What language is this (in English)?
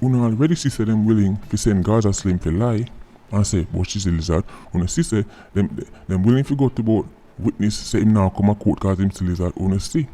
Jamaican Creole English